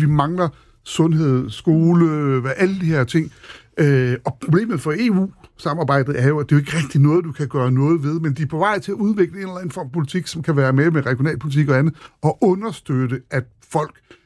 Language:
Danish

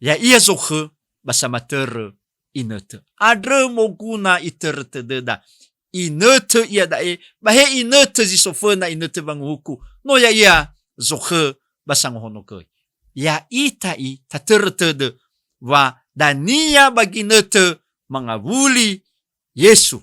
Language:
Nias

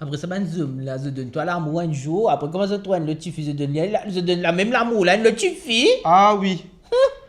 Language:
Morisyen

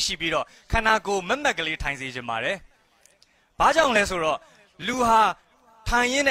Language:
Burmese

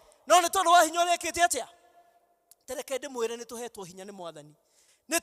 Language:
Kikuyu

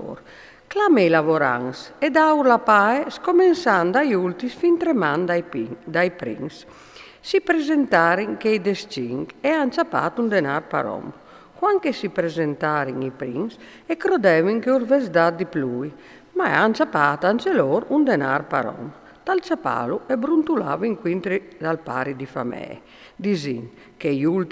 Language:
Friulian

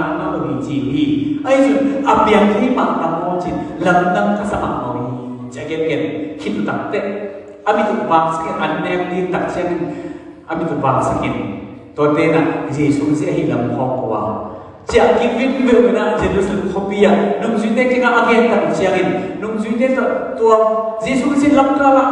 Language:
Tedim Chin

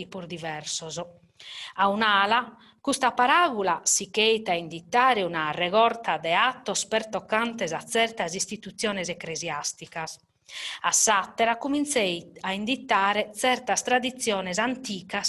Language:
Sardinian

